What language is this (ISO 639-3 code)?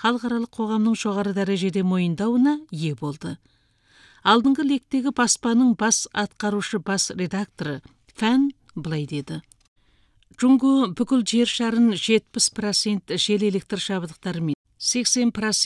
kaz